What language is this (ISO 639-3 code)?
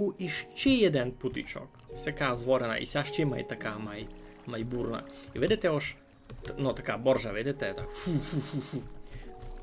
rue